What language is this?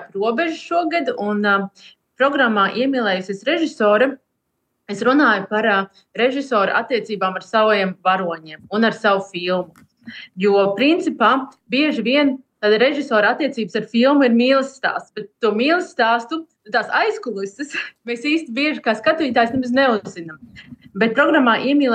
Latvian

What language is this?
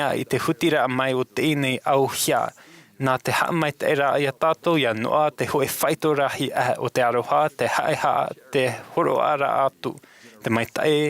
Tahitian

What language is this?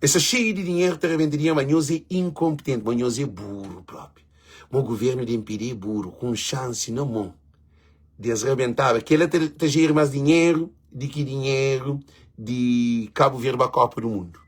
Kabuverdianu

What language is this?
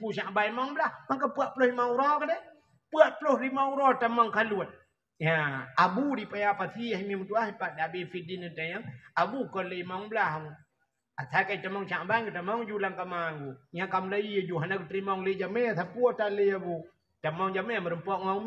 Achinese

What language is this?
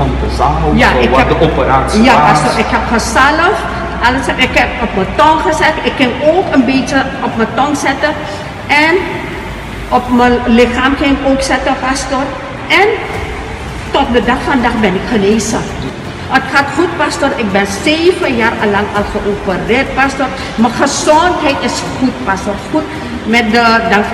Dutch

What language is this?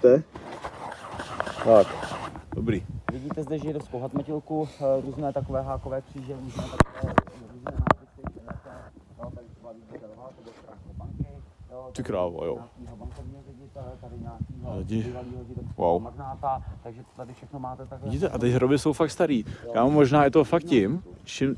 Czech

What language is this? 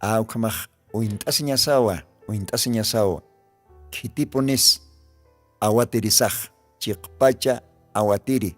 Aymara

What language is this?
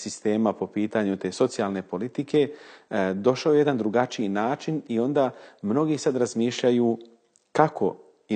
Bosnian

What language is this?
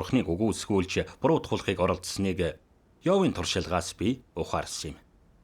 Mongolian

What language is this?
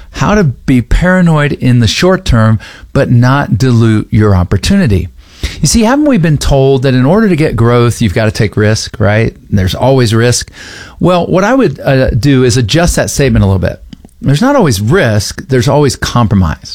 English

